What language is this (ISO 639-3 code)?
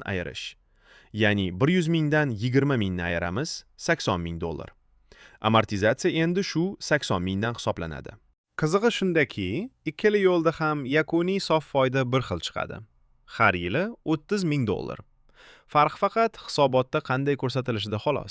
uzb